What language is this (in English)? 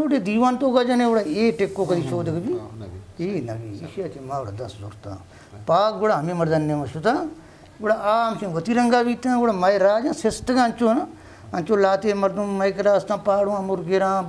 Eastern Balochi